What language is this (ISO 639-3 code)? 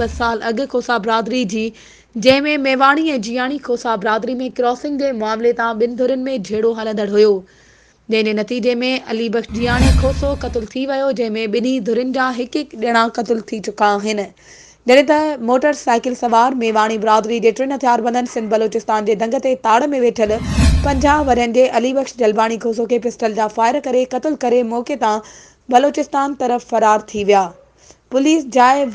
snd